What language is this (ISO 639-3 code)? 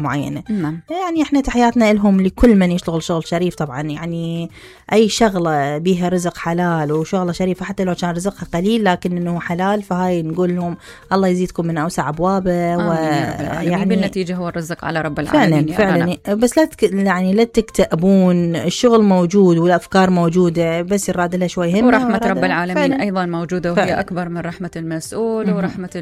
acm